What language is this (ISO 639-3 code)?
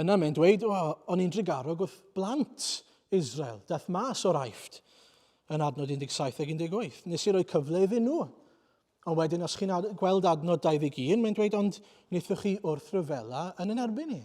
cym